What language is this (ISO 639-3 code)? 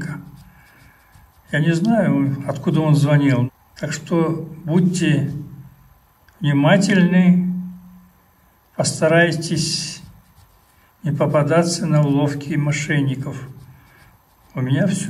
rus